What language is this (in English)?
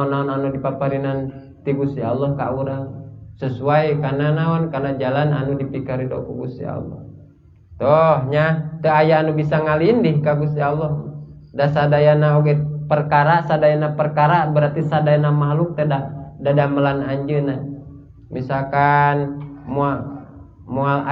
Sundanese